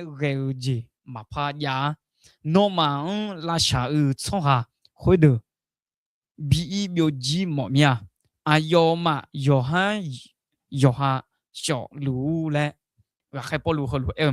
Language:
Akha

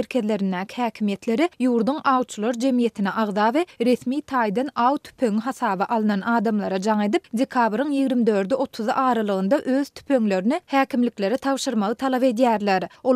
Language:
Turkmen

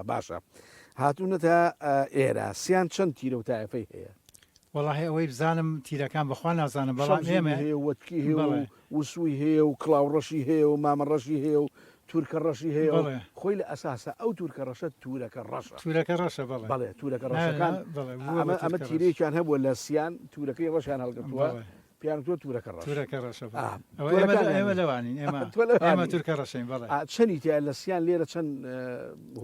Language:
Central Kurdish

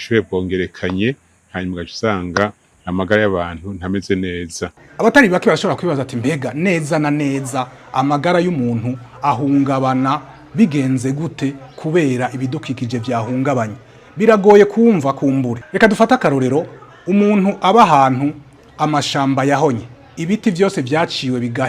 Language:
Rundi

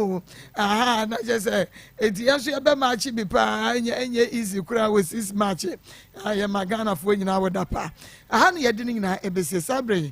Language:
Akan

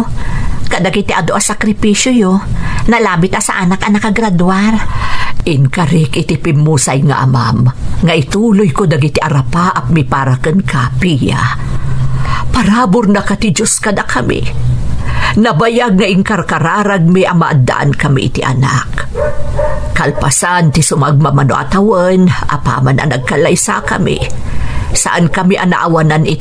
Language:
Iloko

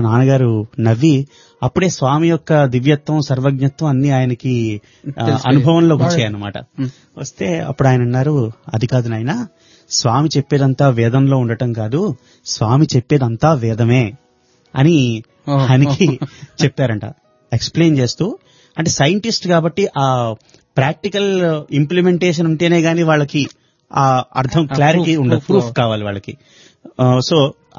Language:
Telugu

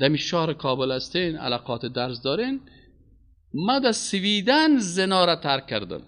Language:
Persian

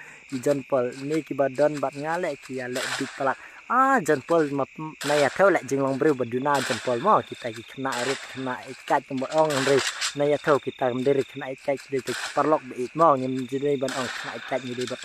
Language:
Khasi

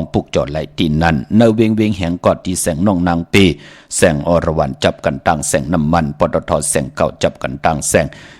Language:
Shan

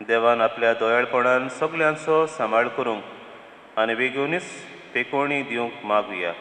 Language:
Konkani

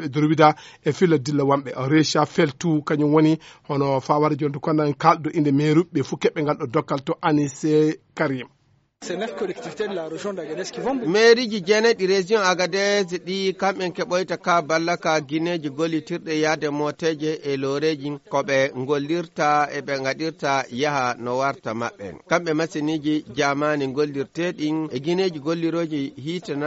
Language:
Fula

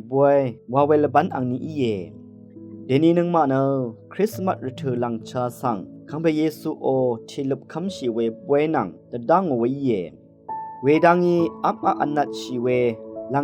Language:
Rawang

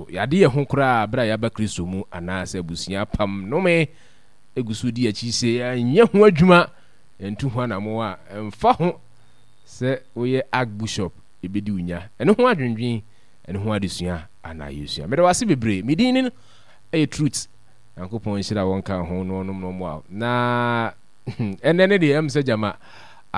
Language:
Akan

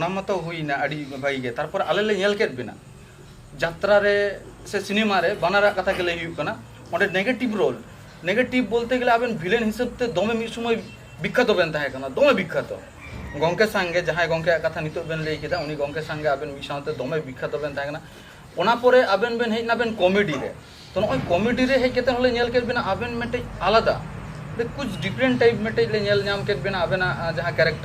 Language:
Santali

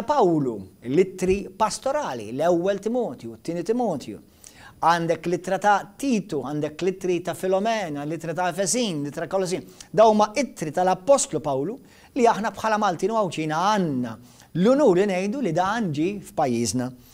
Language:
Maltese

